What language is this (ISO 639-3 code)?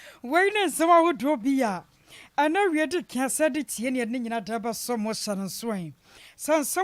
aka